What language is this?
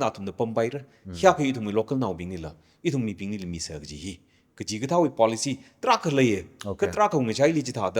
Tangkhul Naga (India)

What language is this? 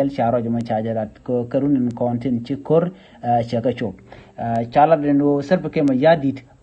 Nuer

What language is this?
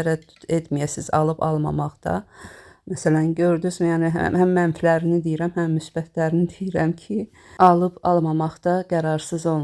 Azerbaijani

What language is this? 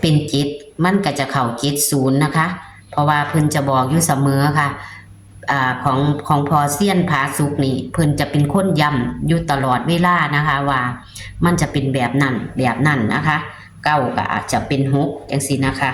Northeastern Thai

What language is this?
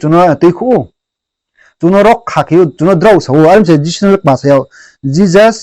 Riang (India)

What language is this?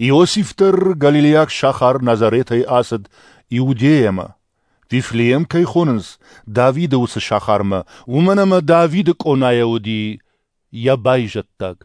Ossetic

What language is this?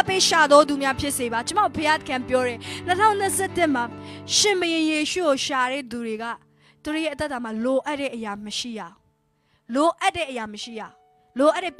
Burmese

